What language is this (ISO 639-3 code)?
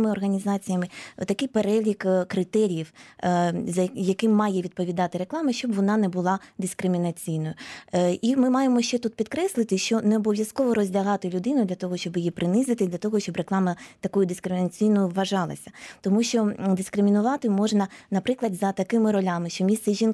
ukr